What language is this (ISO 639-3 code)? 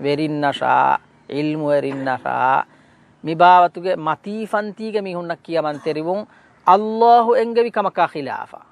div